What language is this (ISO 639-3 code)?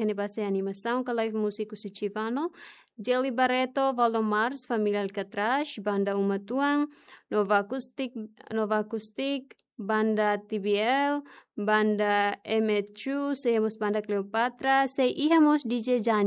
tet